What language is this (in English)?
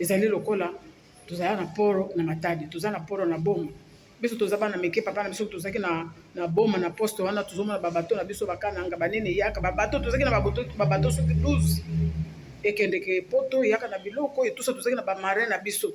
Lingala